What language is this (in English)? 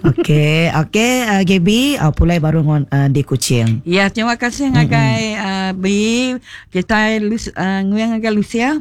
Iban